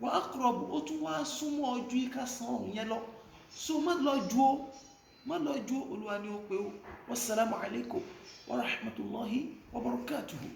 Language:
Yoruba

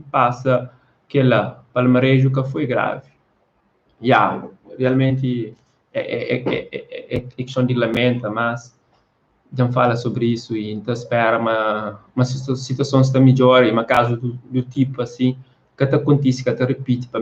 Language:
Kabuverdianu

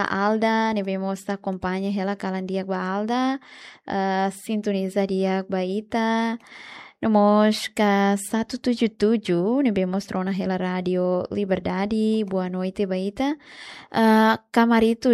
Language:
Tetum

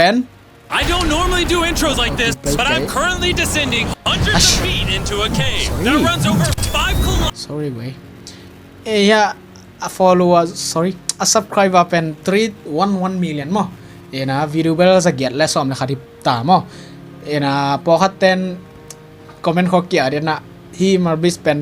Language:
Tedim Chin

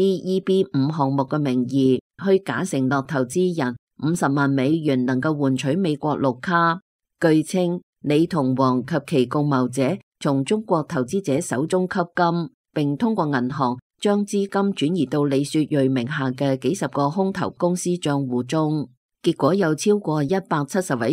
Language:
Cantonese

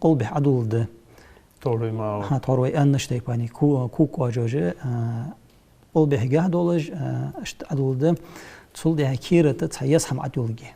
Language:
Ingush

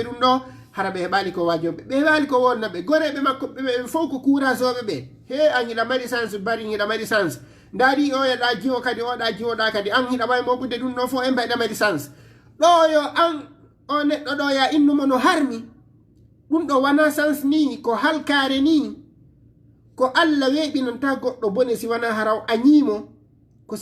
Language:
Fula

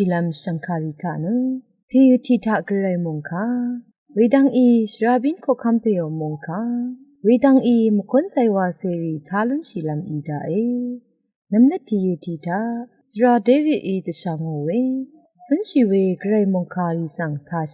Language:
Rawang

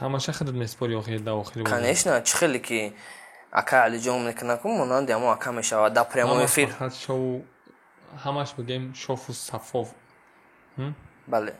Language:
Tajik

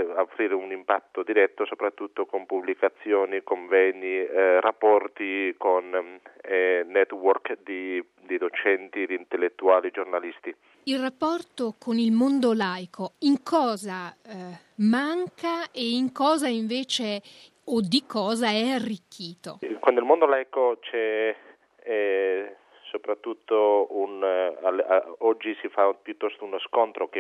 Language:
Italian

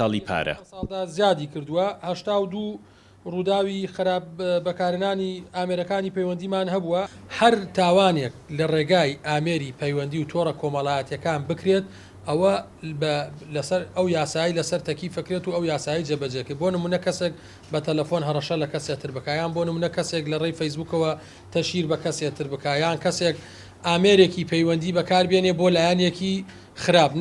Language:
Central Kurdish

